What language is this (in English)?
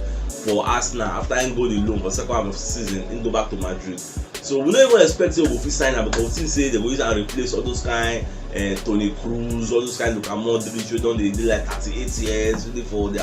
Nigerian Pidgin